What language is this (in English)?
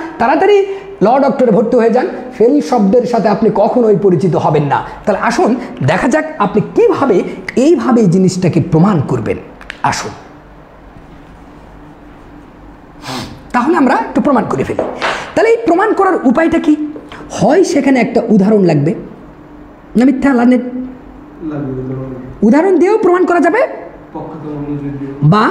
Bangla